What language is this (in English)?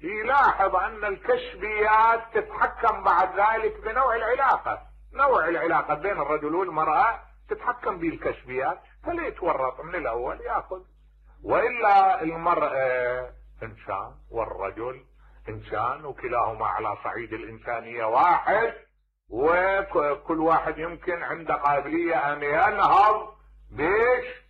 Mesopotamian Arabic